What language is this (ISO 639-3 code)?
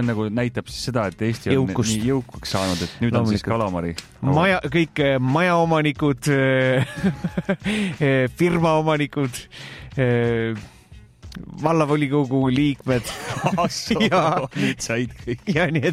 est